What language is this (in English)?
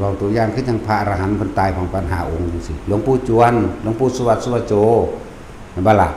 Northeastern Thai